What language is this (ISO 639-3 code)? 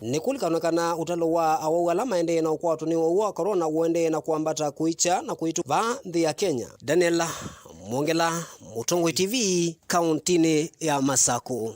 kam